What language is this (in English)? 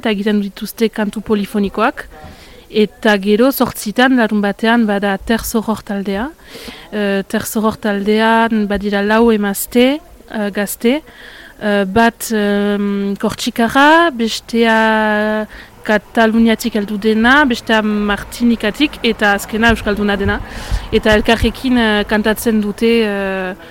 Basque